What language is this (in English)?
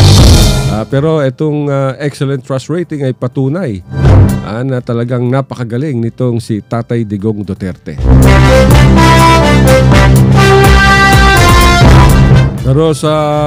Filipino